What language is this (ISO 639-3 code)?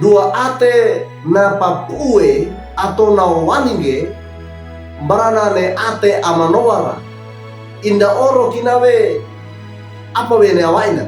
wew